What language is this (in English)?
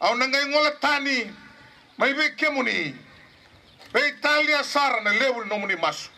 Fijian